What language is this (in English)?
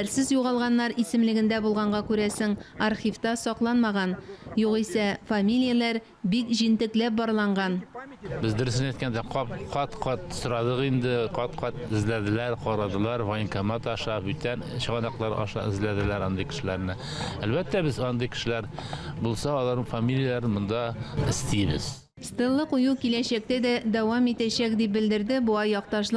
Tatar